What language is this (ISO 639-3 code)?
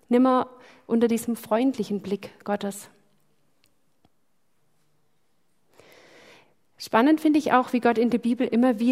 deu